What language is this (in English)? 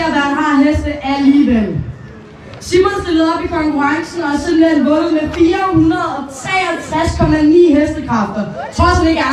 Danish